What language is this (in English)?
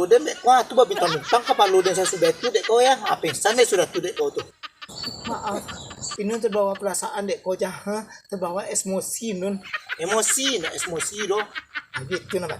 Minangkabau